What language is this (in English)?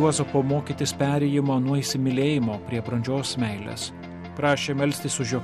Lithuanian